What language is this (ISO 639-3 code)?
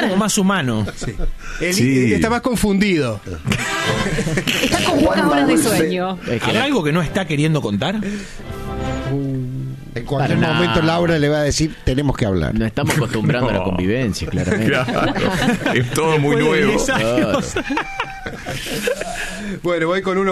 spa